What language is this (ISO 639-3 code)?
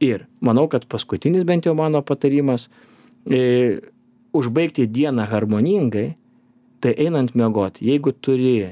lit